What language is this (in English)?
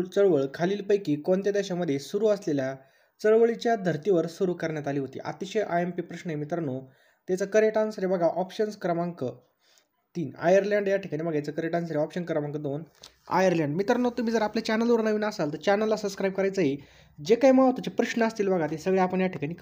Marathi